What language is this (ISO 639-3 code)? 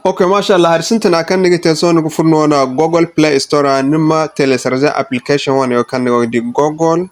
dje